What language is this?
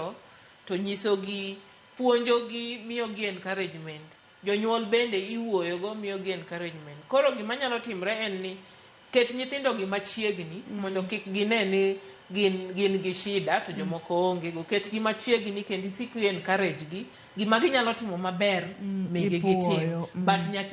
Luo (Kenya and Tanzania)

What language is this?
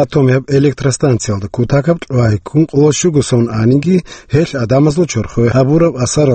Avaric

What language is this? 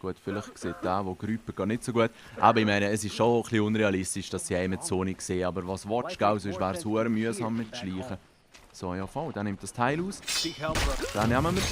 Swiss German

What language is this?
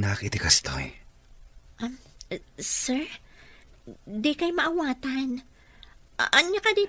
Iloko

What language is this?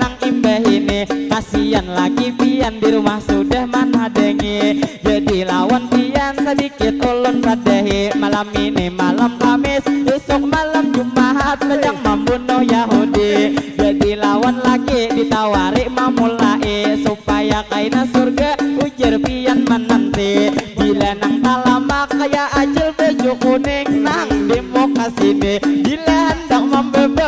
Banjar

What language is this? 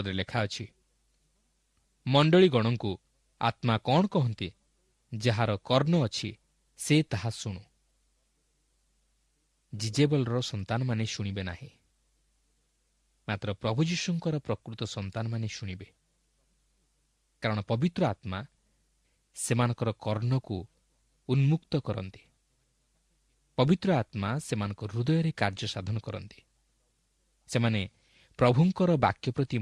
Odia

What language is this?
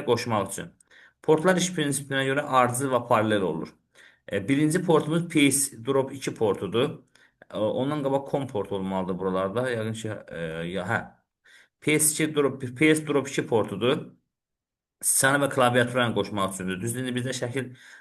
Azerbaijani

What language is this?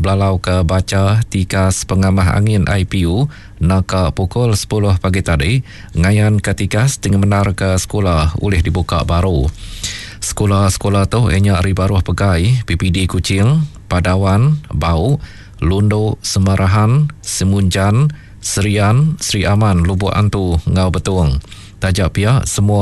Iban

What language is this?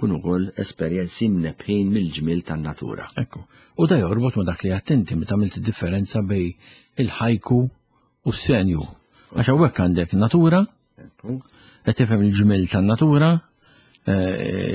Maltese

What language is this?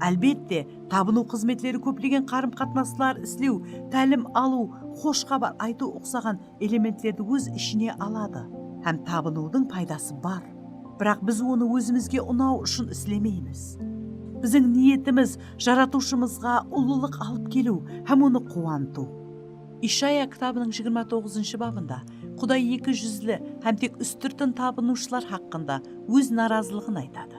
Kara-Kalpak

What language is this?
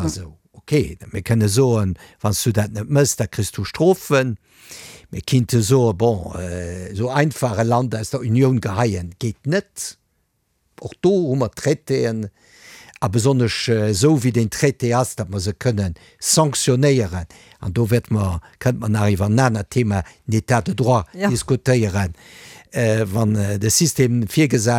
Luxembourgish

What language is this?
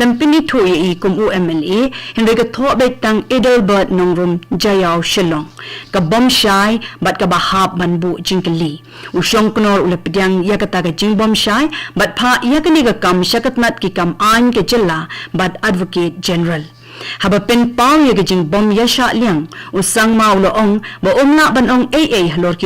Khasi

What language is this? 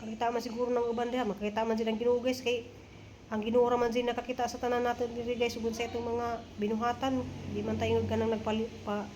Cebuano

